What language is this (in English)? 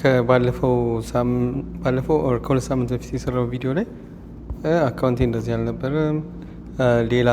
Amharic